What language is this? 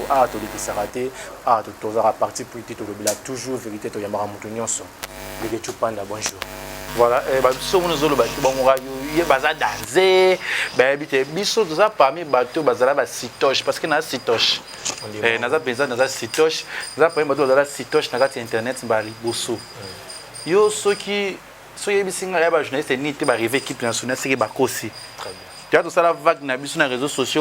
Lingala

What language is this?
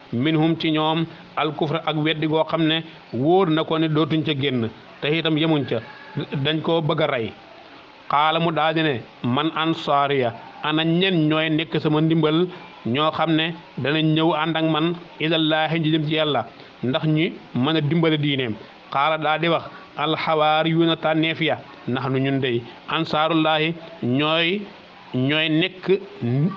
Wolof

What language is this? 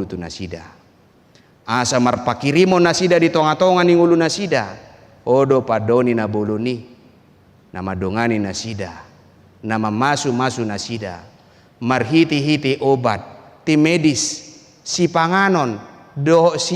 Batak Toba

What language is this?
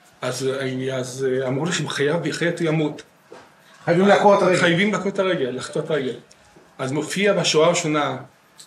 Hebrew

